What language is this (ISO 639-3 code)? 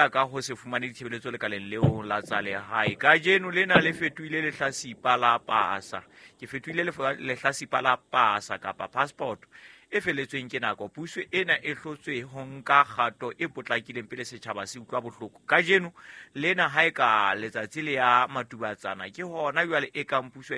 sot